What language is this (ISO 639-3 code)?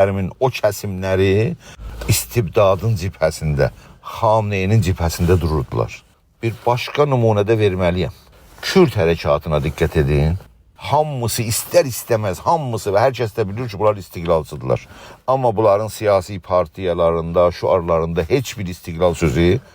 azb